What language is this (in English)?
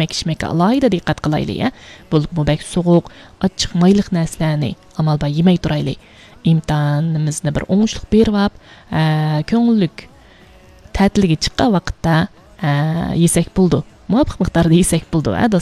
Uyghur